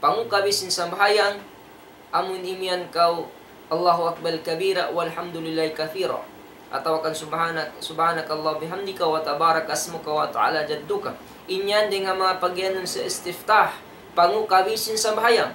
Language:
Tausug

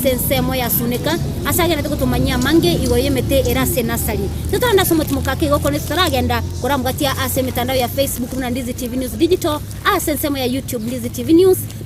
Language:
Gusii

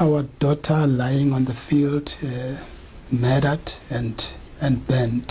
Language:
Venda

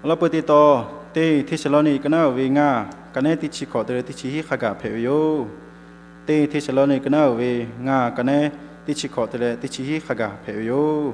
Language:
Lahu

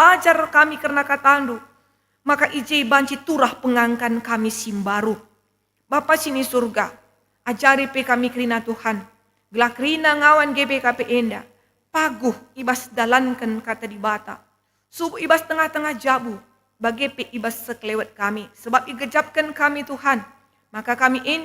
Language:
Batak Karo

